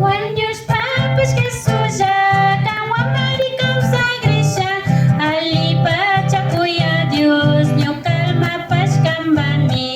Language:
Imbabura Highland Quichua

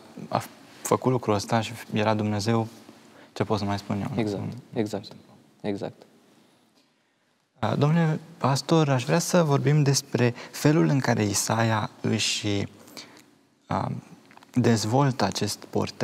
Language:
Romanian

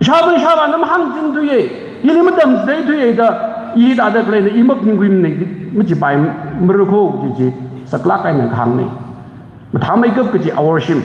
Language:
Tangkhul Naga (India)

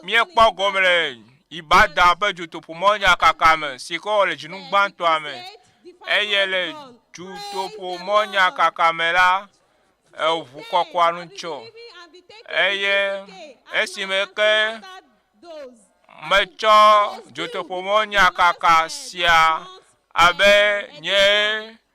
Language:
Ewe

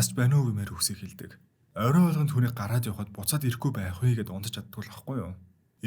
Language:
Mongolian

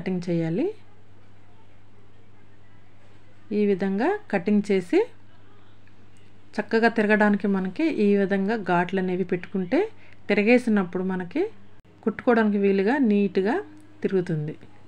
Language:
Telugu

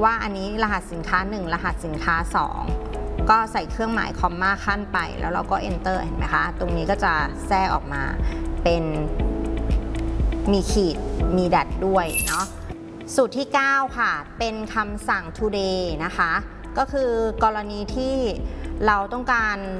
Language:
Thai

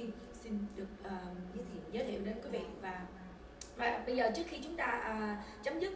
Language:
Vietnamese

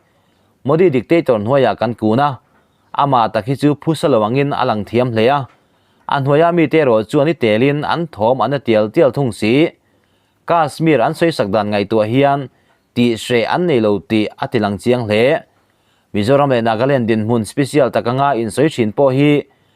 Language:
Mizo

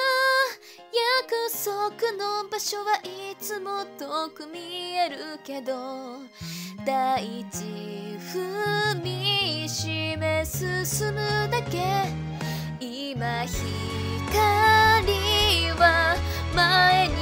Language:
Japanese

